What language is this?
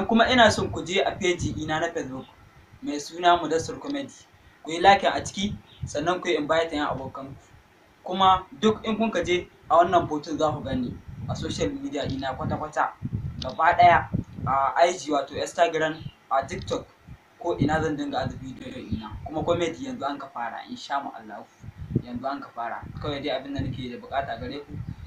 Hausa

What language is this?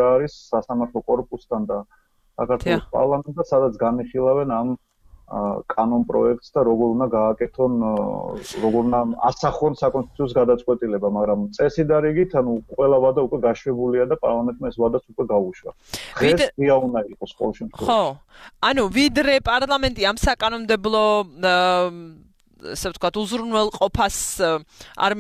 Georgian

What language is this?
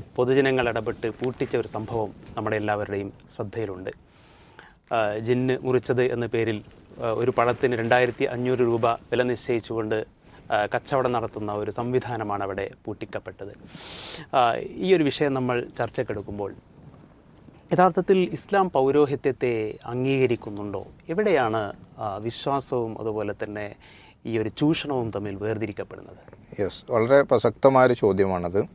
Malayalam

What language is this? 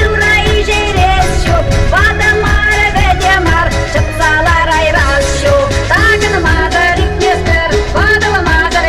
Chuvash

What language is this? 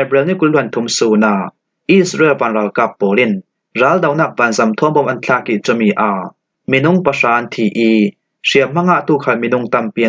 Falam Chin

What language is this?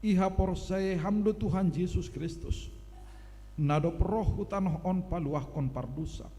Batak Simalungun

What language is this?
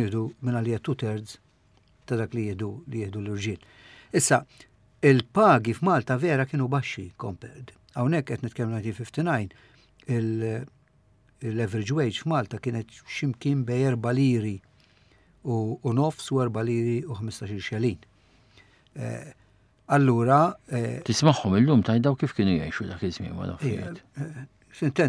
Maltese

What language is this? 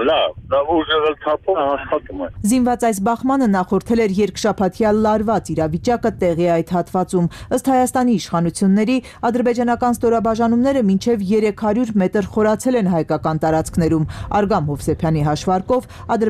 Armenian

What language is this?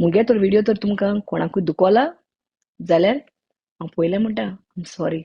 Konkani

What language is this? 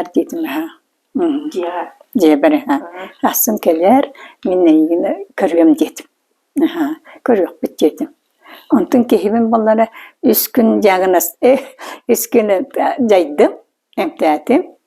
Yakut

